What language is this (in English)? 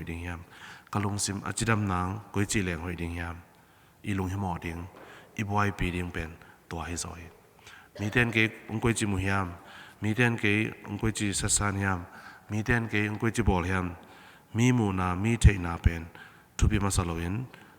Tedim Chin